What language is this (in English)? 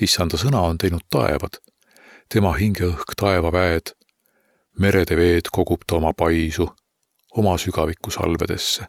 Estonian